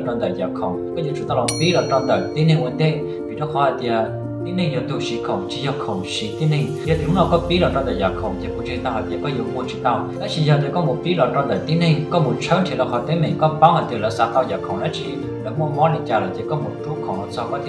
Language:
Hmong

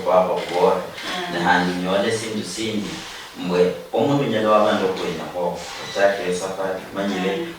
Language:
Luyia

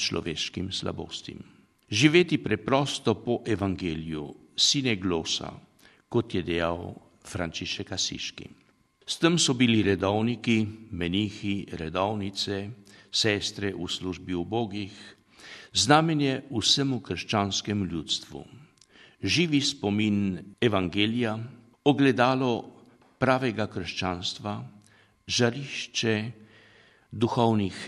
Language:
Slovenian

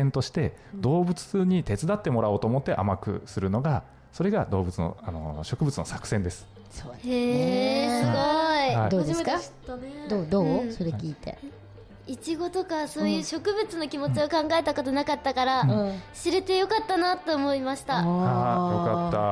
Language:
Japanese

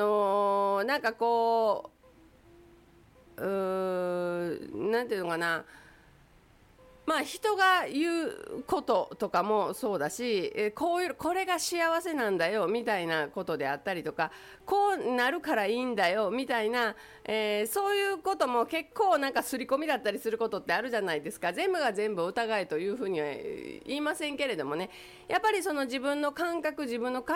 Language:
Japanese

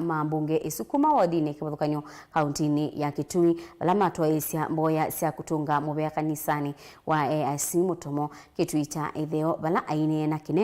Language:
Kamba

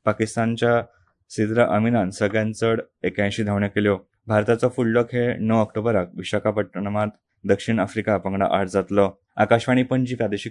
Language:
Konkani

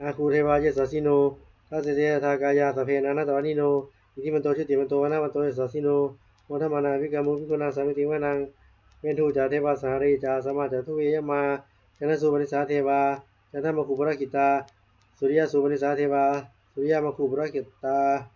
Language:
Pali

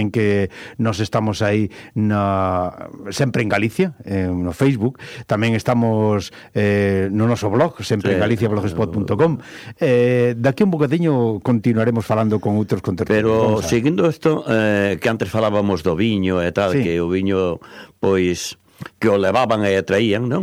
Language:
Galician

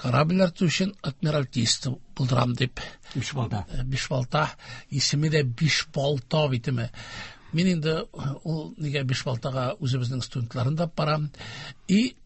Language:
Tatar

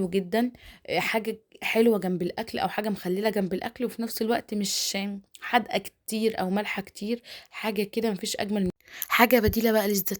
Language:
Egyptian Arabic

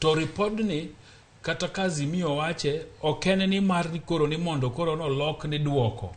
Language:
Luo (Kenya and Tanzania)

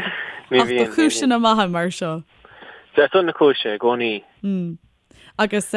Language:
Irish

